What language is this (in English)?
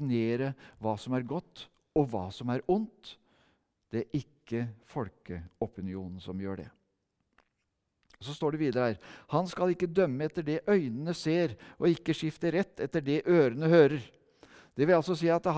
Norwegian